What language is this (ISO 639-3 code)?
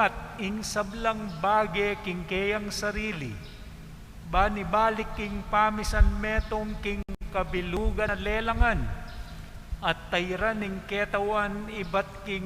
pam